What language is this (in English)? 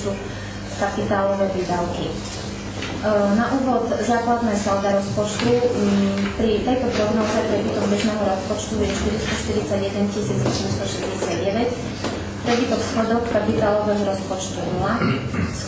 Slovak